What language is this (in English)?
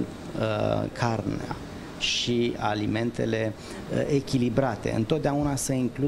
Romanian